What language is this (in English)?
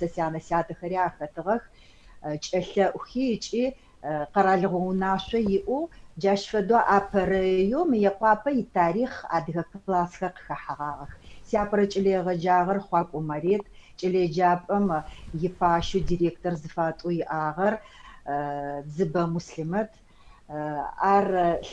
Adyghe